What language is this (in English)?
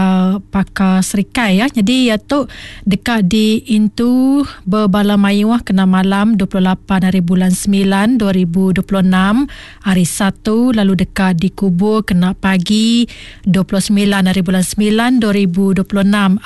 Iban